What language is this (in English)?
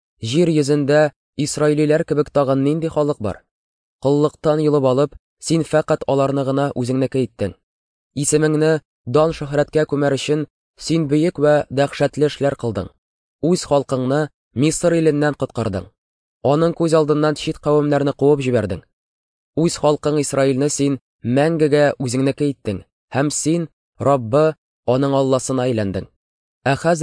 Tatar